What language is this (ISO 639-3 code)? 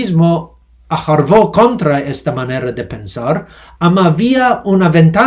lad